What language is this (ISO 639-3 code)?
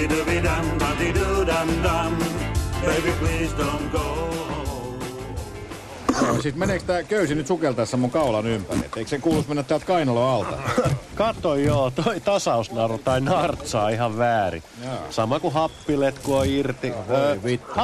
fin